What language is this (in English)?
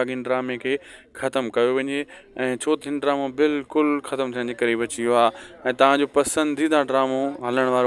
Sindhi